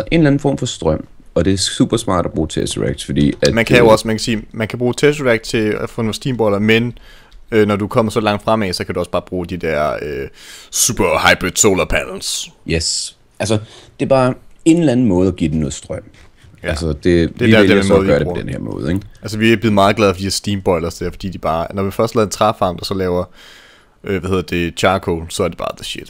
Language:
Danish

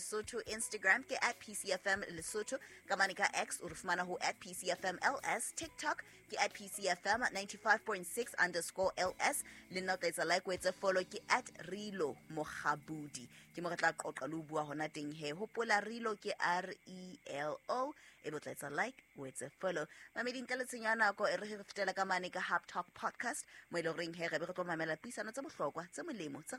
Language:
Southern Sotho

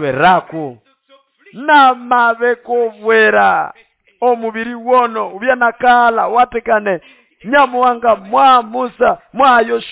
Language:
Nande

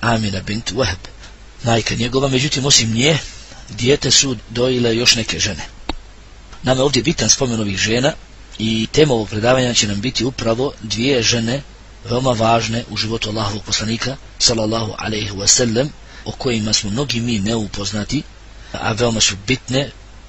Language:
Bosnian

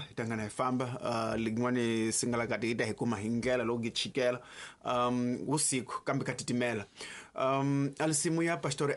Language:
Tsonga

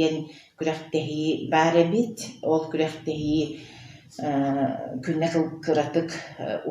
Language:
Yakut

